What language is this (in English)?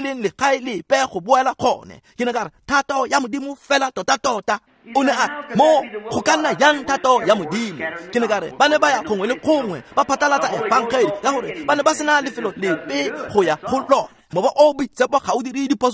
Tswana